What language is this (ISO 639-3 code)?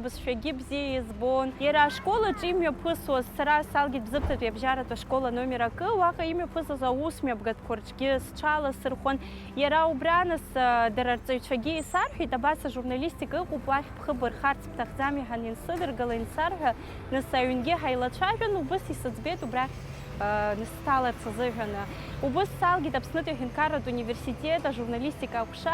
abk